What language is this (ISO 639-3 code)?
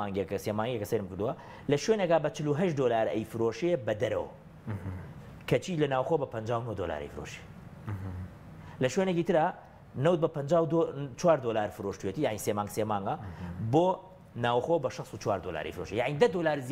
ckb